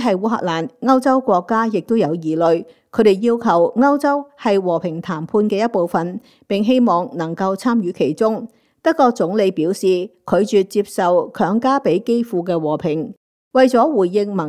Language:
Cantonese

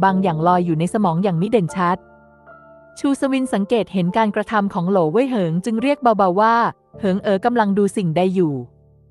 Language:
Thai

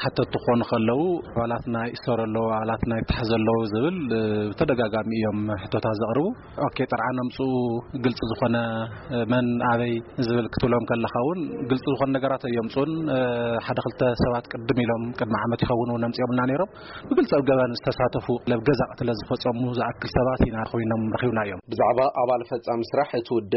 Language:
Tigrinya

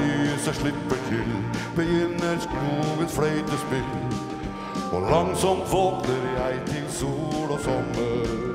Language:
Norwegian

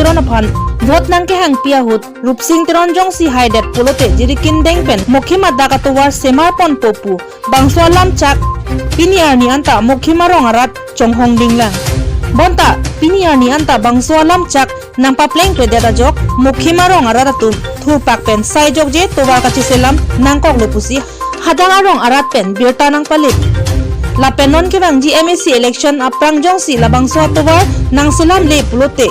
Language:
Karbi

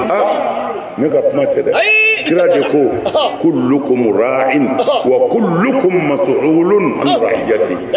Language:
Bambara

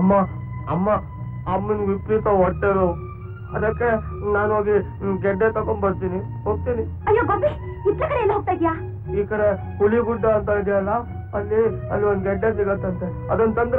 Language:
Kannada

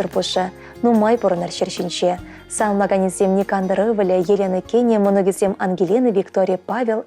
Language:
Chuvash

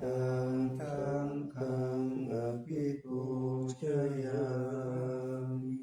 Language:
Pali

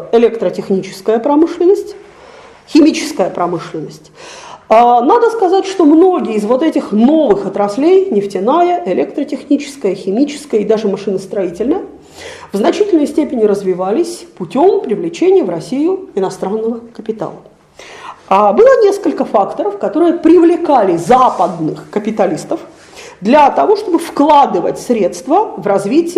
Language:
Russian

